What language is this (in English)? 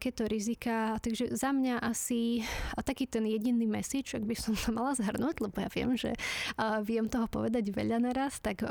Slovak